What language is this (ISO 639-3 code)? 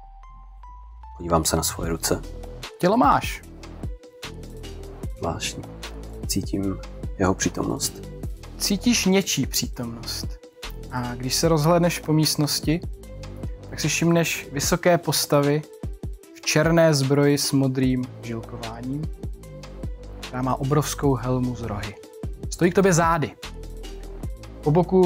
ces